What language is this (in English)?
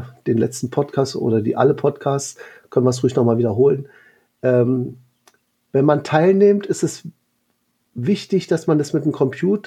German